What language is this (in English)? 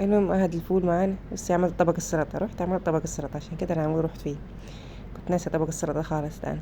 Egyptian Arabic